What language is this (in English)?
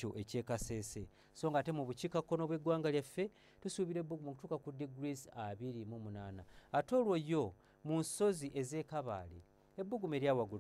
Ganda